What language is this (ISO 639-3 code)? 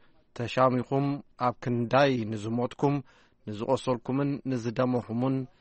tir